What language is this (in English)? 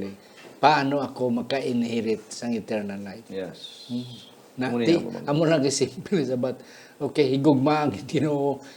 Hiligaynon